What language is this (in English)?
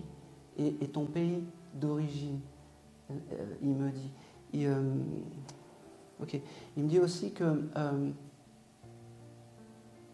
French